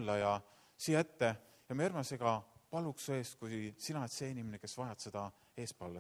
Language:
Estonian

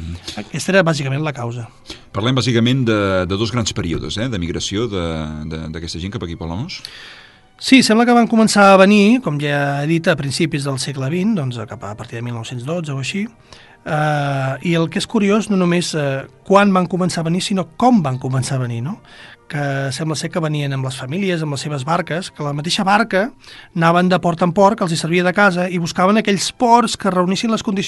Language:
Catalan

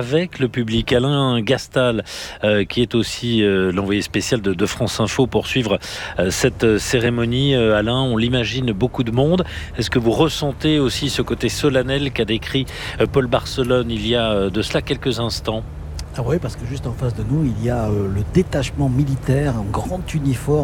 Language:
French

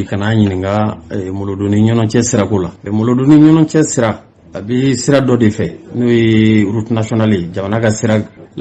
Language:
Bambara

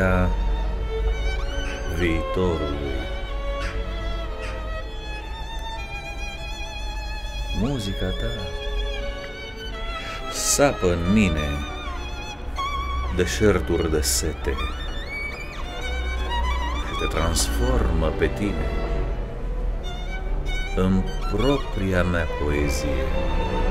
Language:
Romanian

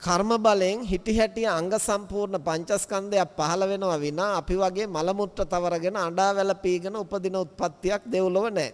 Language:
Sinhala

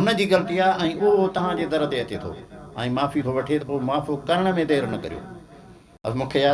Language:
Sindhi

